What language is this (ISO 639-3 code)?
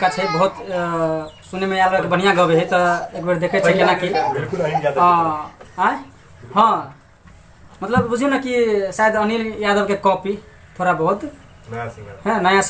mai